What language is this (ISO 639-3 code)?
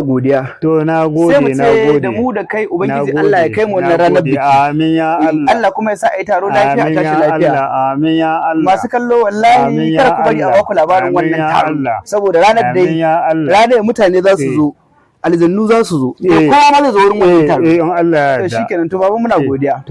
hau